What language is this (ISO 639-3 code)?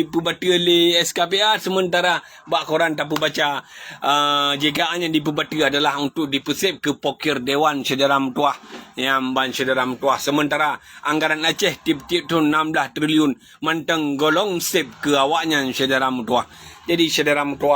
ace